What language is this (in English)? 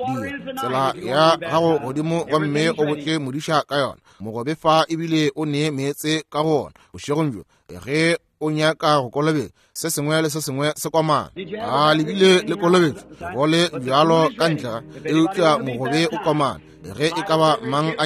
Northern Sotho